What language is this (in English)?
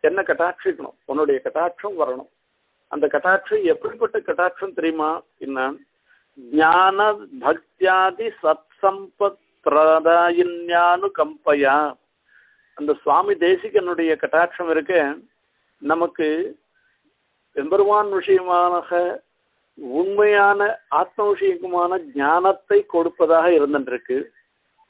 Tamil